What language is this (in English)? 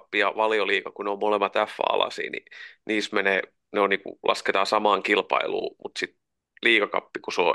Finnish